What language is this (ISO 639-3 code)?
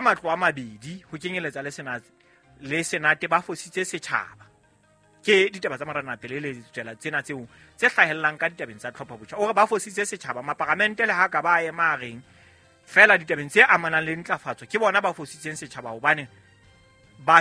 sot